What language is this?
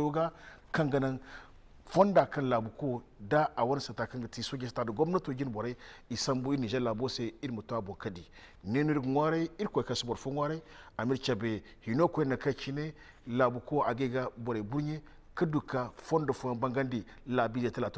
Zarma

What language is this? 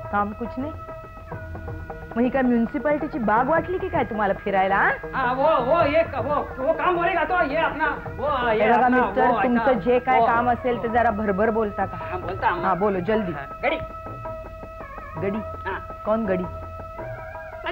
Marathi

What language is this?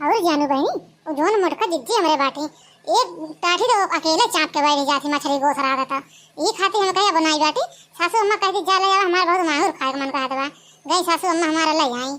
Awadhi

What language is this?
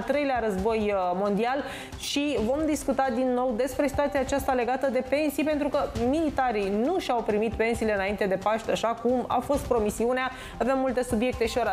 Romanian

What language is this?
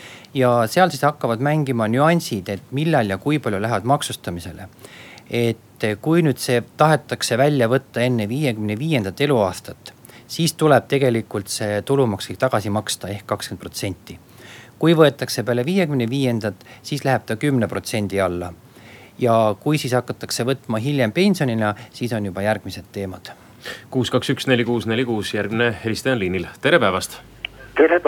Estonian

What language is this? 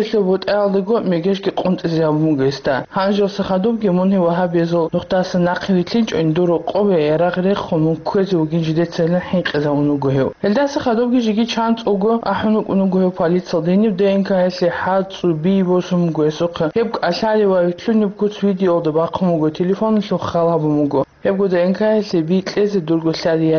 Avaric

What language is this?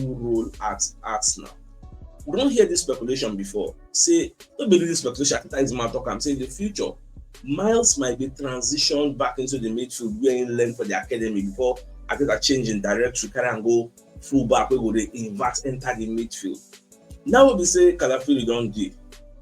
Nigerian Pidgin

